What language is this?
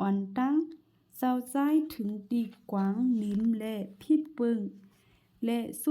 Shan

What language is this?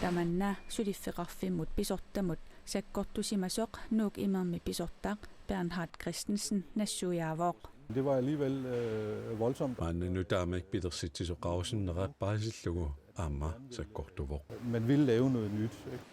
Kalaallisut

